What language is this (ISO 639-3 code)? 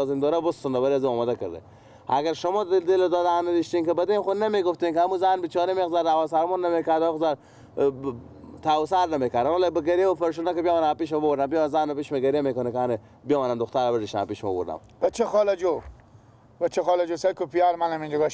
fas